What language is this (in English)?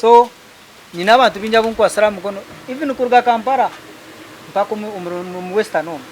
Nyankole